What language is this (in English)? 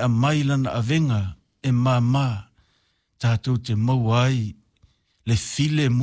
Samoan